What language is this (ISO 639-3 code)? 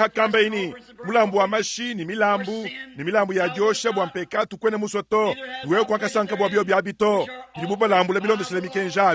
lua